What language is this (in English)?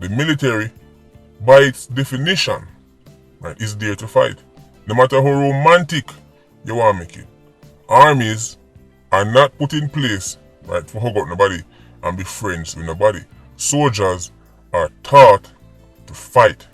Jamaican Creole English